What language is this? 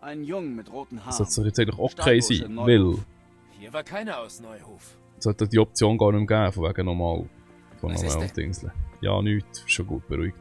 Swiss German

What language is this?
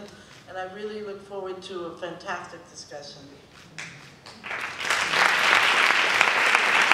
Catalan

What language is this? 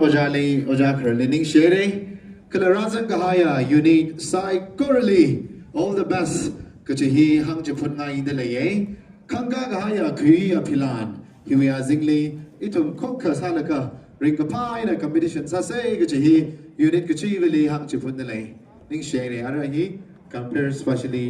Tangkhul Naga (India)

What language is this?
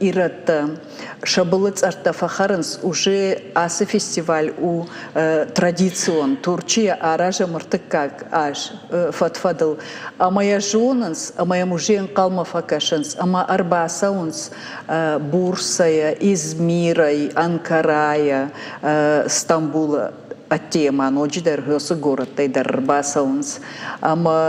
Ossetic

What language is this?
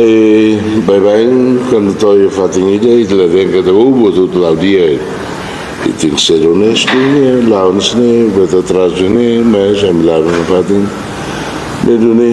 Tetum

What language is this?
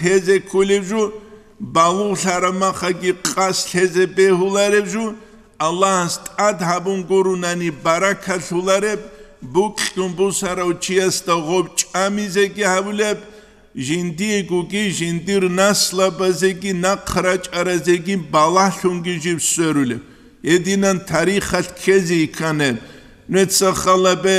Avaric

